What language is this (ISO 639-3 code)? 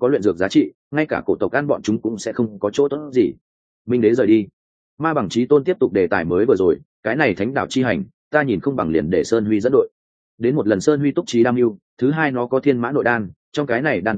vie